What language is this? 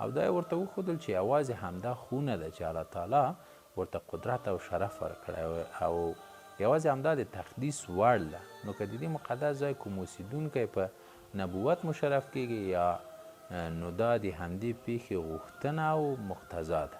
Pashto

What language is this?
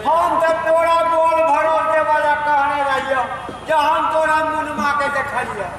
Maithili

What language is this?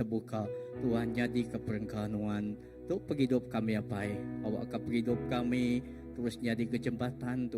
Iban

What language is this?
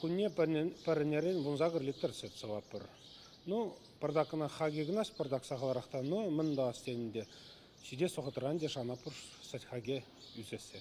Chuvash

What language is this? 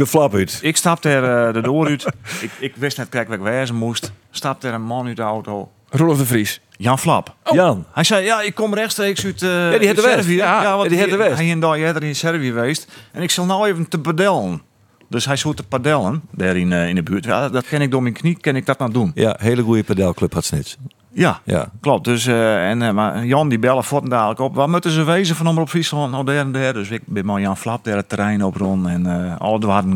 Western Frisian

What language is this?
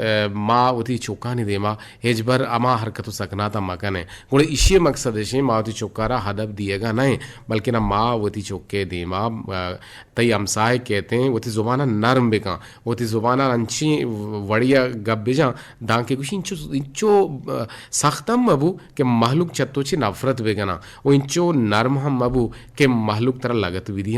Eastern Balochi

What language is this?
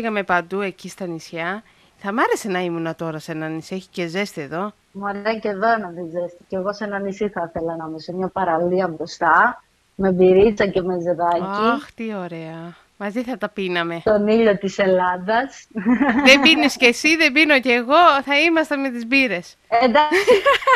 Greek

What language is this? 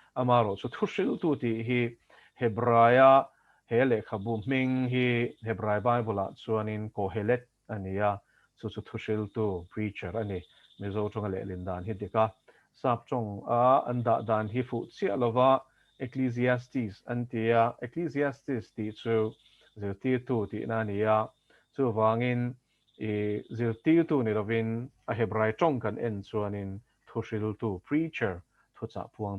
Mizo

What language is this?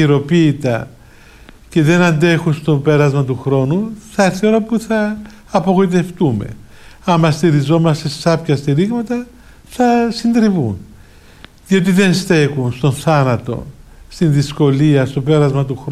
Greek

